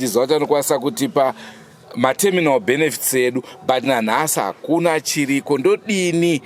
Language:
Shona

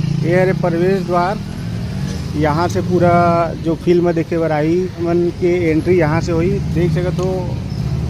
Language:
Chhattisgarhi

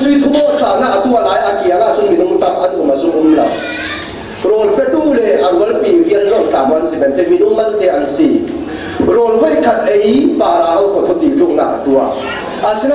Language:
Falam Chin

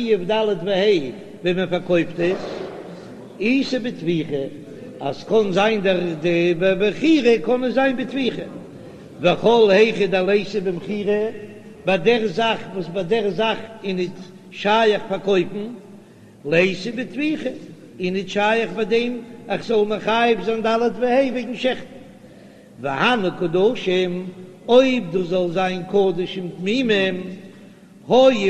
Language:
Yiddish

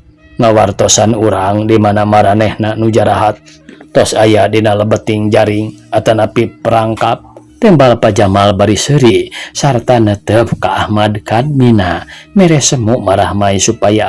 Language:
Sundanese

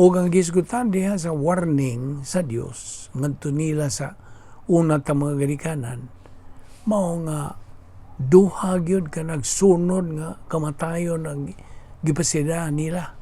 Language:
Cebuano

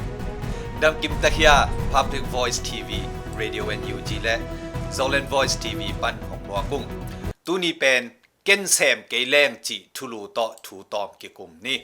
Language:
Tedim Chin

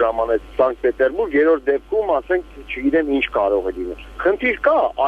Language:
Armenian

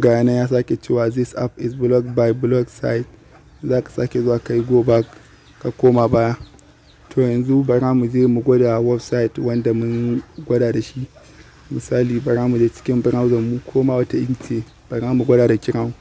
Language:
Hausa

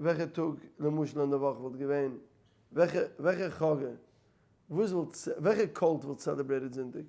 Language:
Yiddish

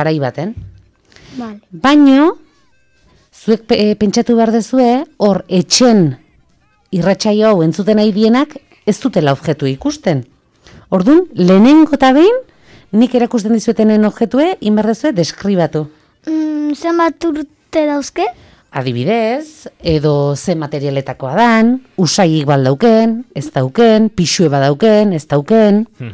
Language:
Basque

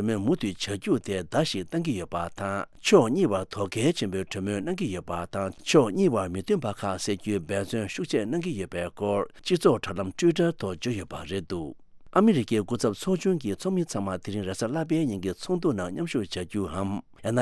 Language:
Tibetan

